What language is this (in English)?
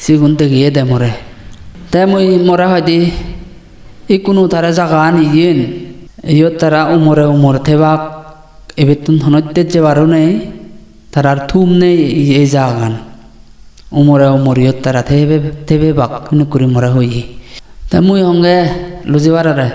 Chakma